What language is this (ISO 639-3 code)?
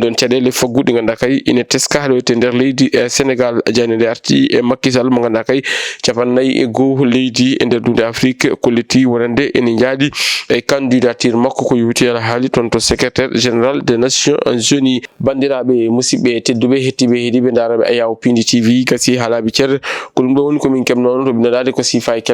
ful